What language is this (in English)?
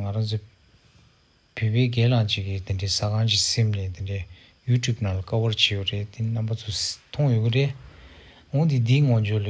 Tibetan